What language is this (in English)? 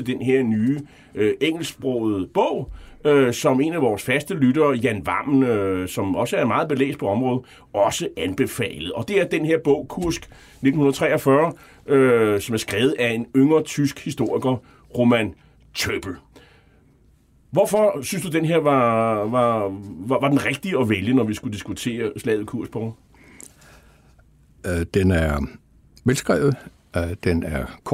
Danish